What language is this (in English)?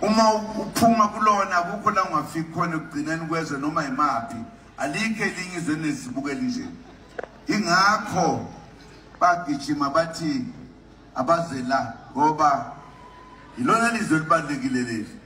Zulu